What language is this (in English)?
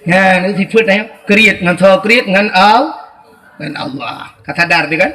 Achinese